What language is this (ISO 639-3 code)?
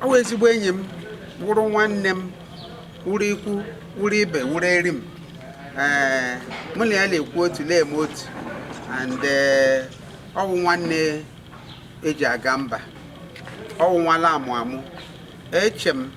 ibo